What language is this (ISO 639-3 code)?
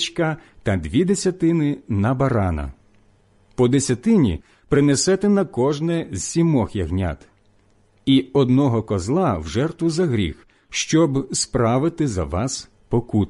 ukr